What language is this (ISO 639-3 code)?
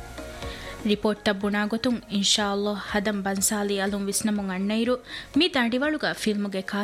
div